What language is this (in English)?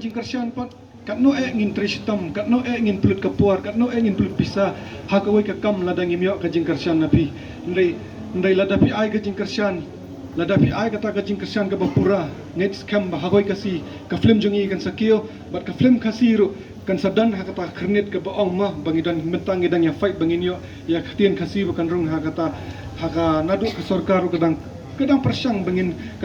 Khasi